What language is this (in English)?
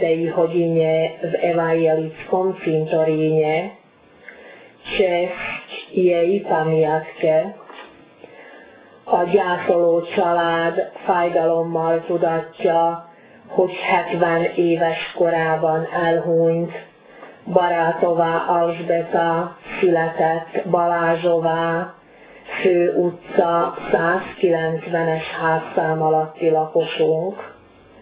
Slovak